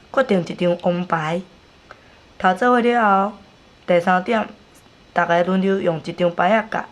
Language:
Min Nan Chinese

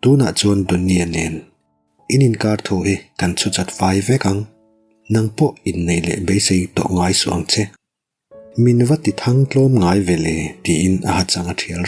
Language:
Mizo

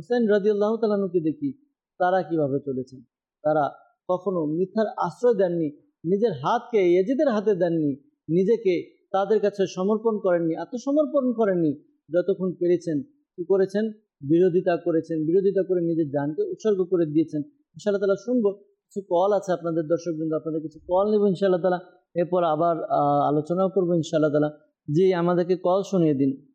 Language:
Bangla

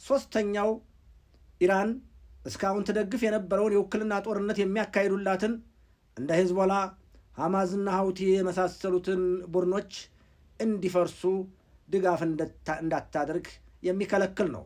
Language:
Amharic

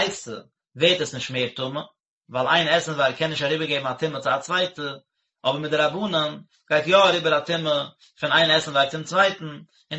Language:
Yiddish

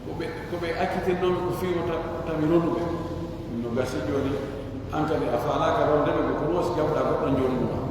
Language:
Pular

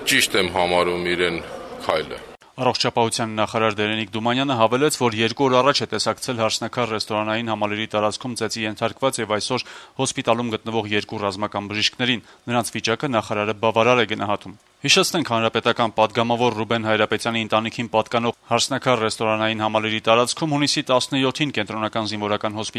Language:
Armenian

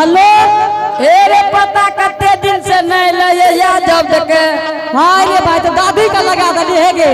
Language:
Angika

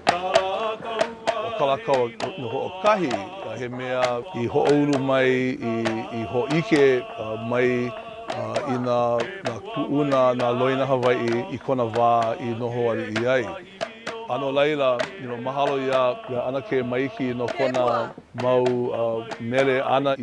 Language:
Hawaiian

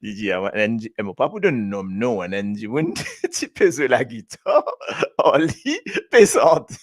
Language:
Morisyen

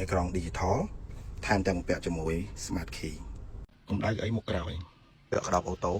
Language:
Khmer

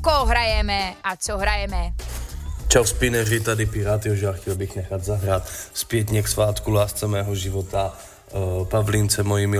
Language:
Czech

